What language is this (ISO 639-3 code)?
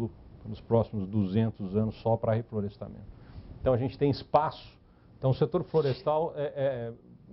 por